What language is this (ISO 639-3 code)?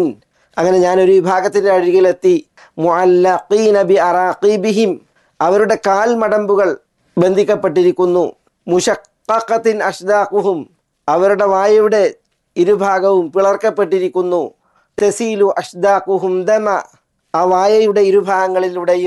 mal